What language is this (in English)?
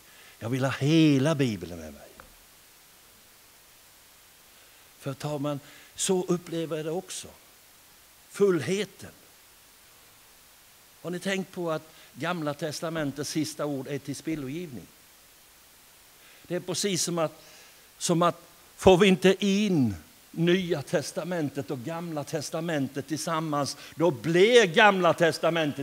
Swedish